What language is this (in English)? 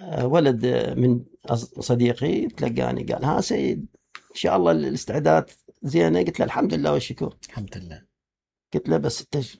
Mesopotamian Arabic